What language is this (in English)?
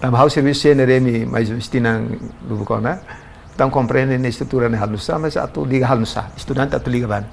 Tetum